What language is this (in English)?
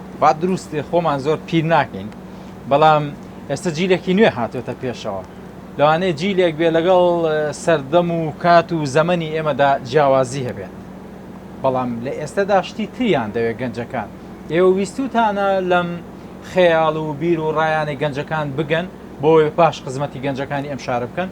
Central Kurdish